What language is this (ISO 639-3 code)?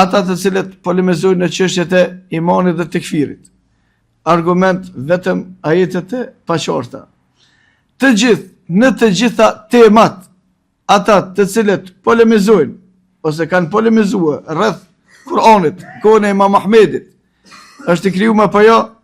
sqi